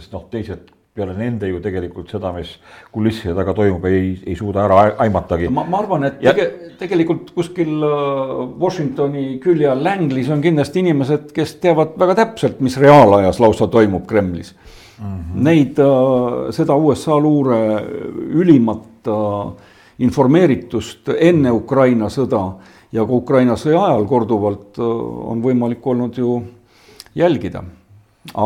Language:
Estonian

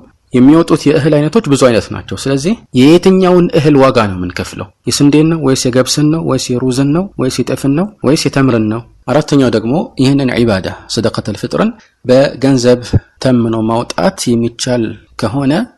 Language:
Amharic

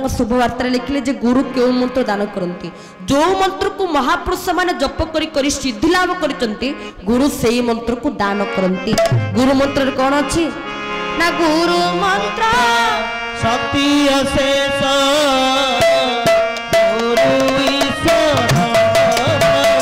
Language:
Odia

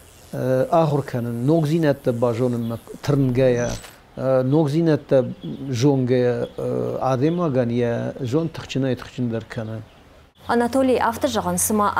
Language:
Ossetic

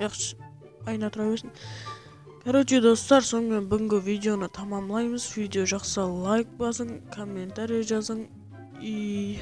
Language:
Kara-Kalpak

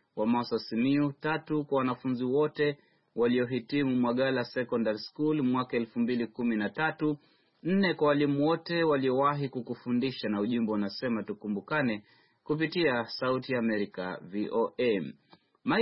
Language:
Swahili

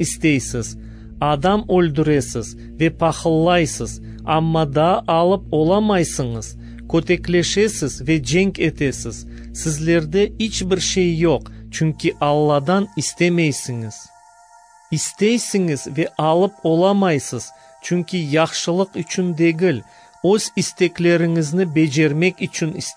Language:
Crimean Tatar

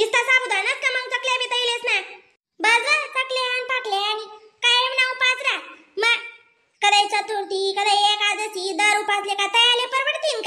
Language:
Khandesi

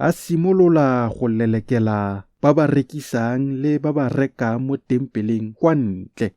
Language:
Tswana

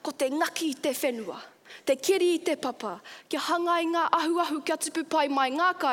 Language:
Māori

